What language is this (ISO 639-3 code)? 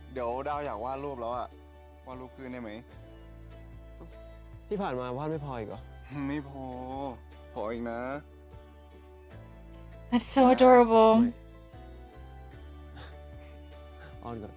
tha